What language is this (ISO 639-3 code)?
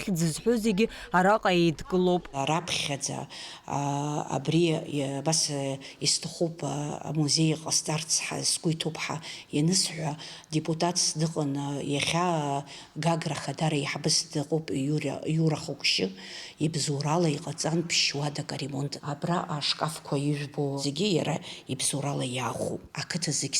abk